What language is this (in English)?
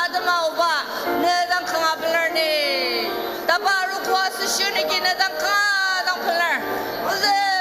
Ao Naga